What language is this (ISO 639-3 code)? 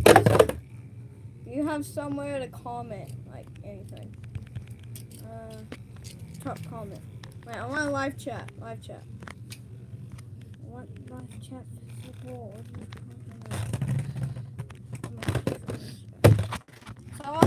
eng